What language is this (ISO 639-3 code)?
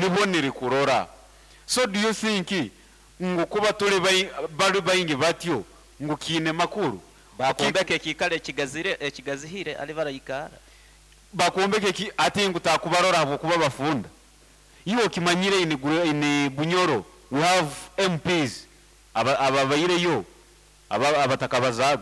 nyn